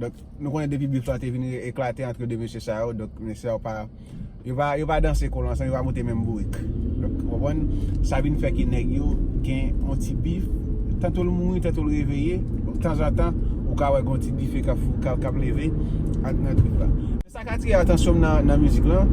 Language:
Haitian Creole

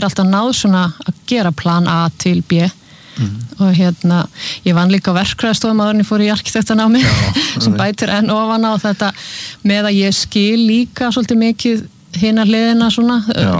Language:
Icelandic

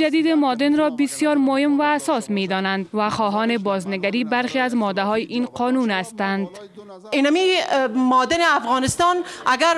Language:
Persian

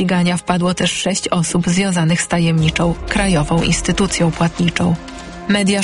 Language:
Polish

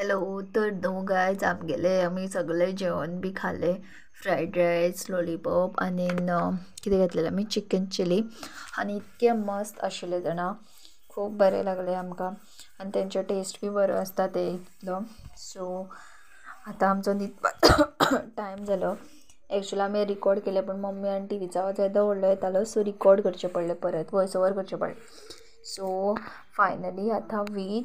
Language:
Konkani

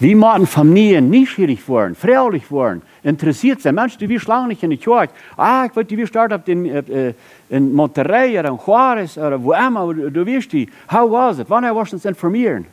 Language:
Plautdietsch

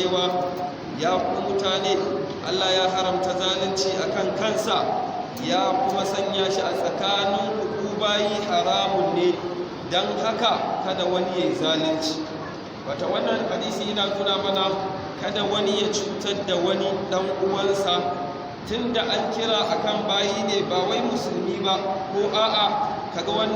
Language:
Hausa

